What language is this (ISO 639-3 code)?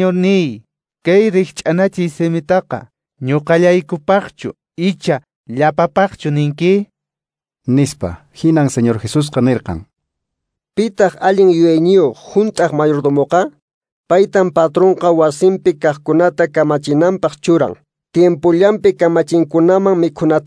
que